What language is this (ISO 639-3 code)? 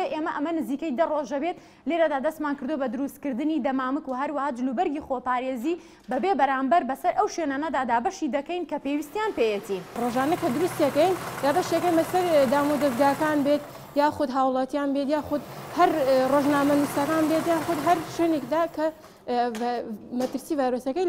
ckb